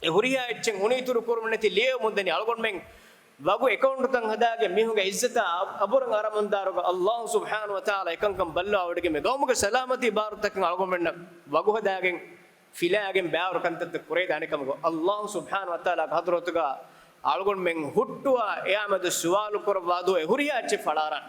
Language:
Divehi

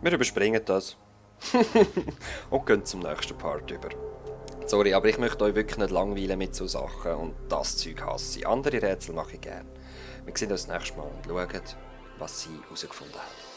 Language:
Swiss German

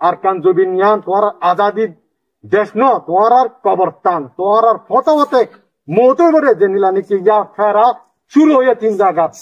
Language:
Rohingya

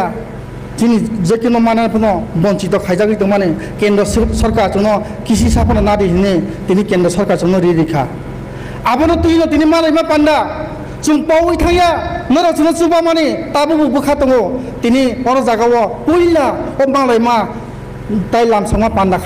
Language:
Riang (India)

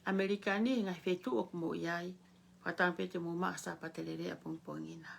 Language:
Tongan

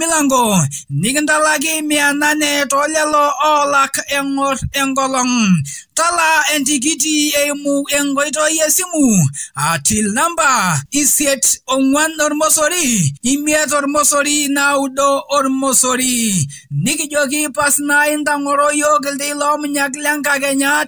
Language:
Masai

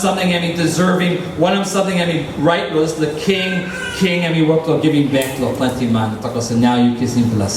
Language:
Tok Pisin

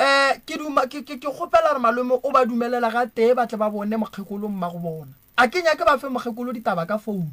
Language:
Northern Sotho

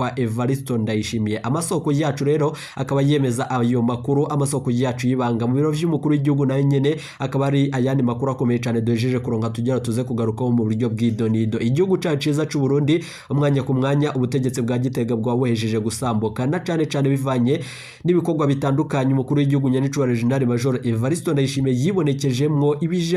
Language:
Rundi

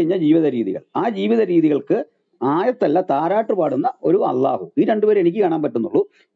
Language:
Malayalam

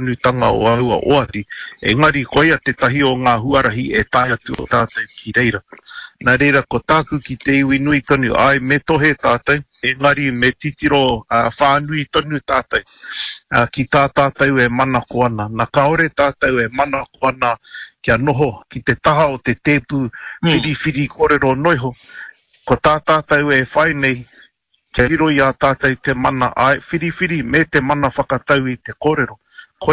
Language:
Māori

